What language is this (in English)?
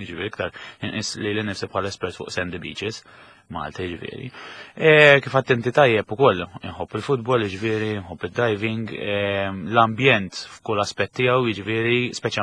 Maltese